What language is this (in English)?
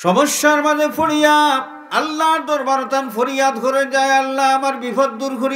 Sylheti